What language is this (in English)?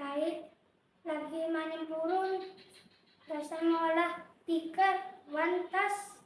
Banjar